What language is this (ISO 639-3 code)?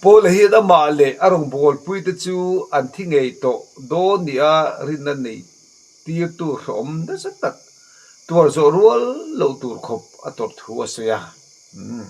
lus